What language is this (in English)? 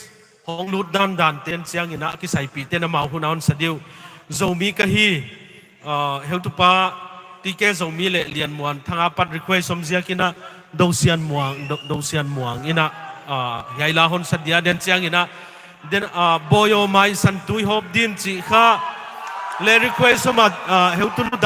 Tedim Chin